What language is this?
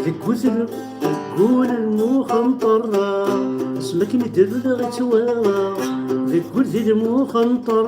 Kabyle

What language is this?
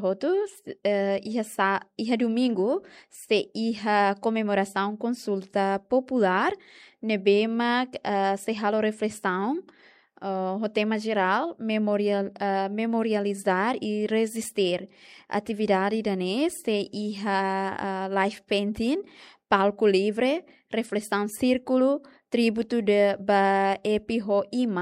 Tetum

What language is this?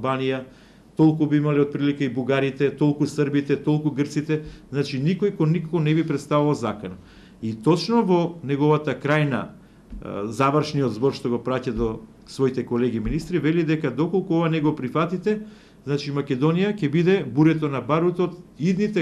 Macedonian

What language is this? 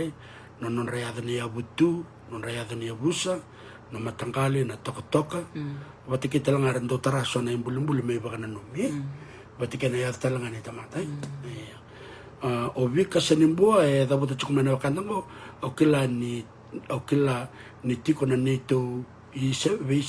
Fijian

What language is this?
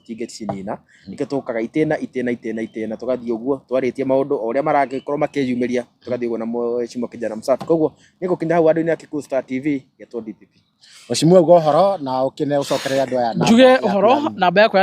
Kikuyu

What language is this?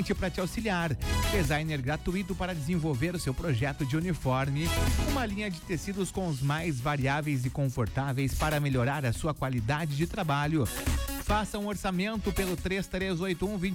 Portuguese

